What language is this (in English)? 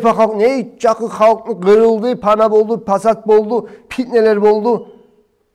Kumyk